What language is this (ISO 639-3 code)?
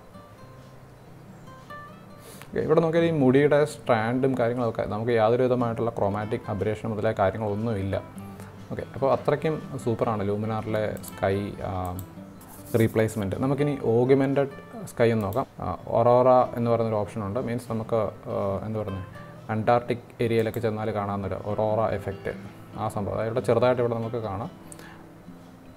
mal